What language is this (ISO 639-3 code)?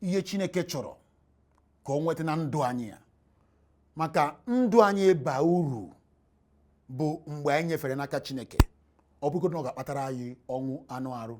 ibo